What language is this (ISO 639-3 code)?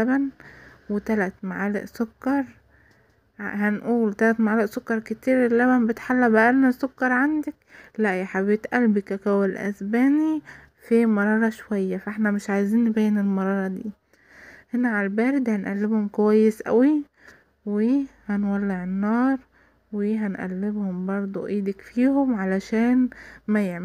arz